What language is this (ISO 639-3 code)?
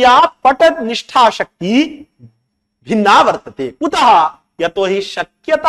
san